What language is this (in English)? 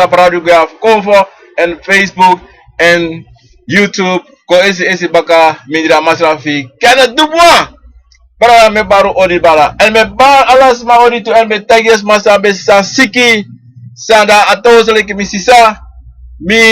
Sranan Tongo